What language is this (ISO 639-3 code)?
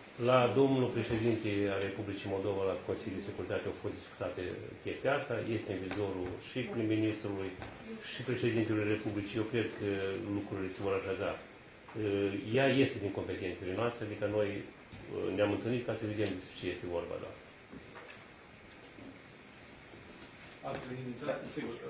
ron